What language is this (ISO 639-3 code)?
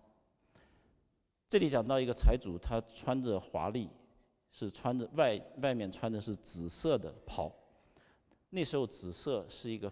zho